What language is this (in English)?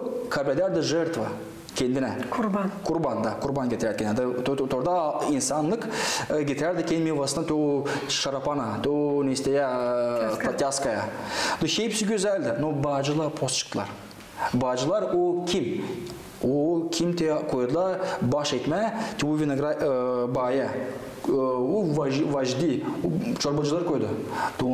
Gagauz